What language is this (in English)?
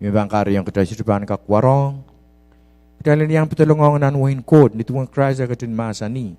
Pohnpeian